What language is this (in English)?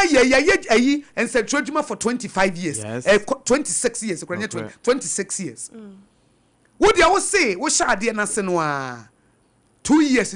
Akan